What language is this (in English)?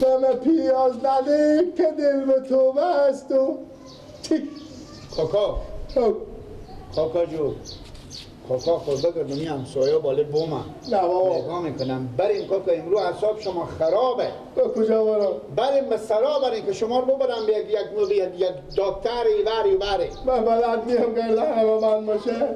Persian